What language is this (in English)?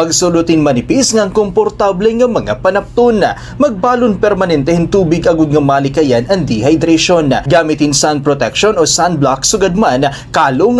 Waray